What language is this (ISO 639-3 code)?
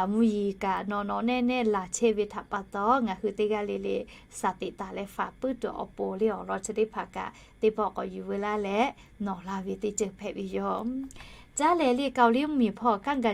lhu